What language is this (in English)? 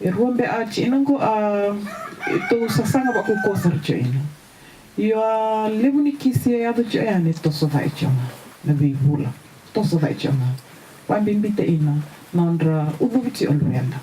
Fijian